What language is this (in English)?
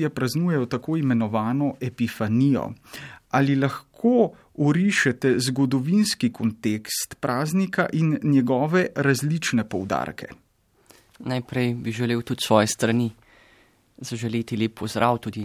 Slovenian